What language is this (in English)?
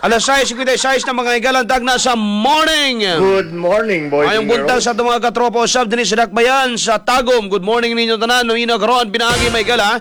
Cebuano